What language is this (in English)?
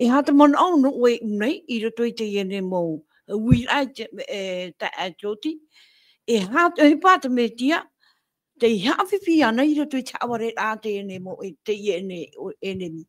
Tahitian